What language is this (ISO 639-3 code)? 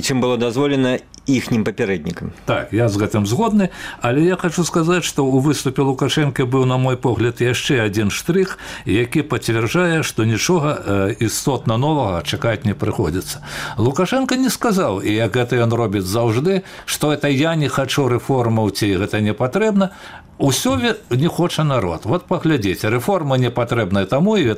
bel